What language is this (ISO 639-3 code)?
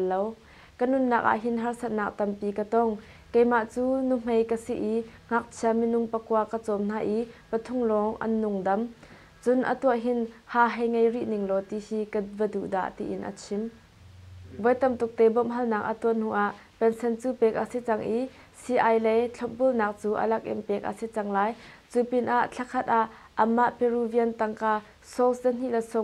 cnh